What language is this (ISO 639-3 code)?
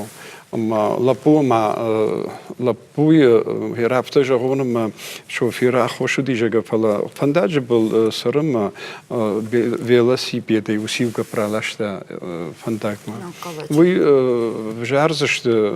oss